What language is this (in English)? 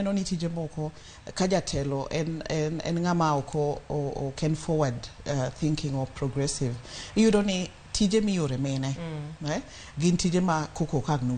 Luo (Kenya and Tanzania)